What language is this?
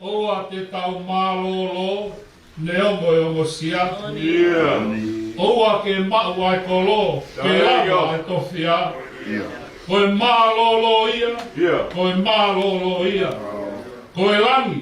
Tongan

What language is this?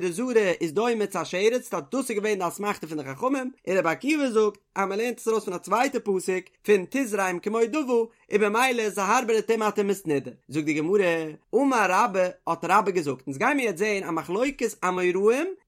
Yiddish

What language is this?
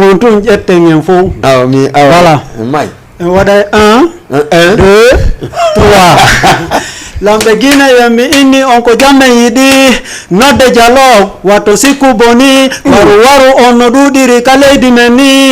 Fula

